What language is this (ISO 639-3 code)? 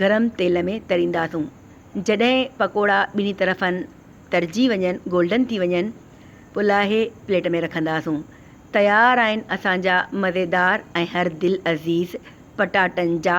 snd